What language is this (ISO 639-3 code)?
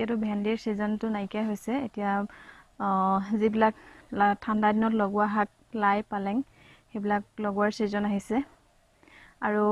asm